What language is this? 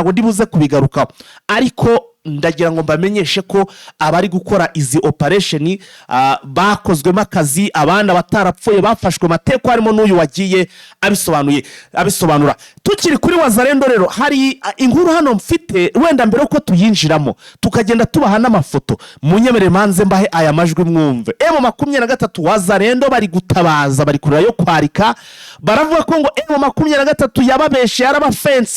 Kinyarwanda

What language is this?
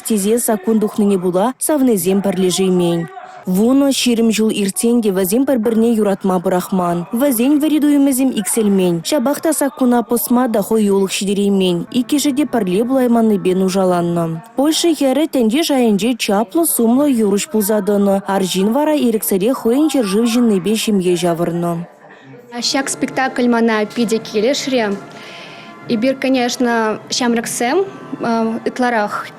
Chuvash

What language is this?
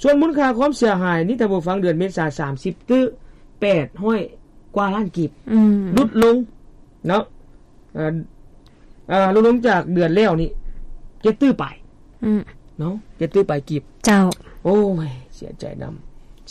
Lao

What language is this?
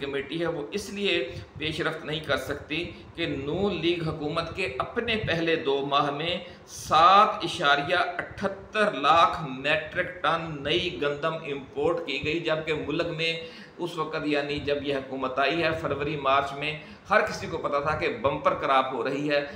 Urdu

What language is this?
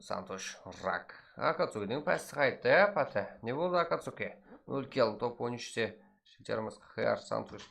Kara-Kalpak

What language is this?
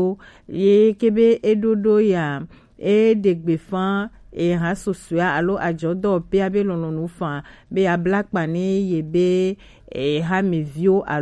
Gen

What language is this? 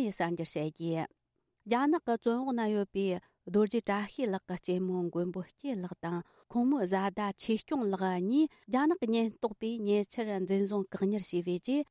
Tibetan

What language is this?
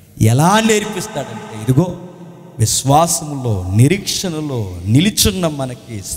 Telugu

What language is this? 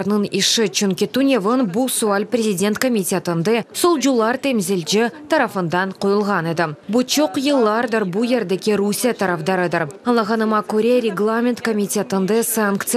Crimean Tatar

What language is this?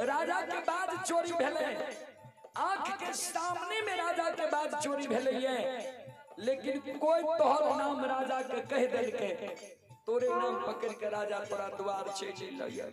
Maithili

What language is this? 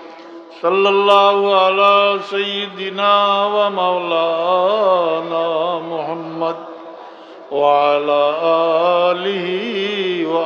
Sylheti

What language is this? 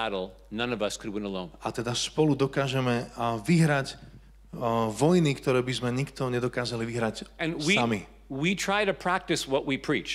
Slovak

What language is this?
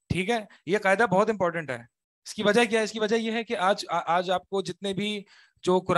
Urdu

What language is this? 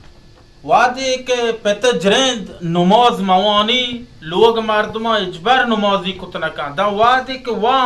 Baluchi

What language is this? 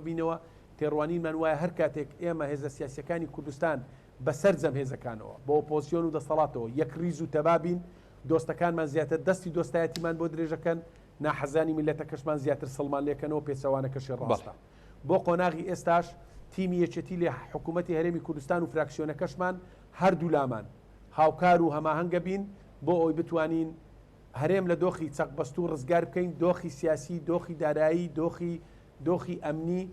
Central Kurdish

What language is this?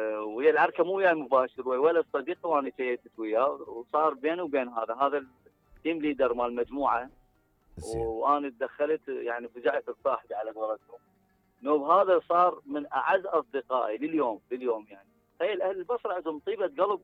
Mesopotamian Arabic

